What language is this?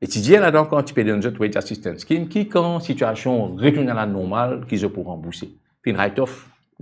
Morisyen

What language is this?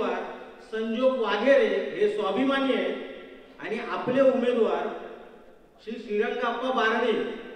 Marathi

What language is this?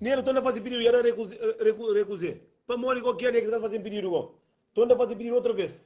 Kabuverdianu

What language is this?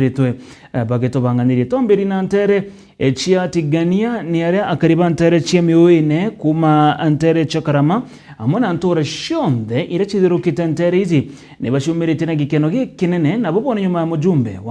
Meru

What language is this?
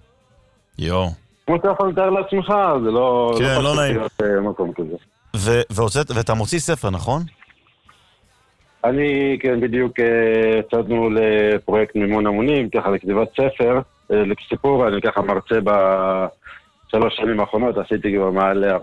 Hebrew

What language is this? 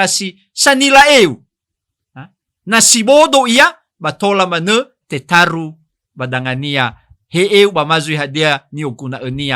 Nias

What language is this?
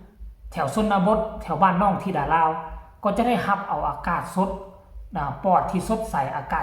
Lao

